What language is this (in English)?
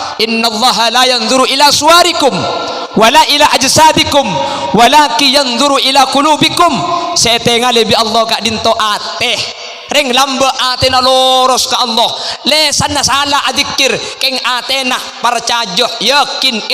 Madurese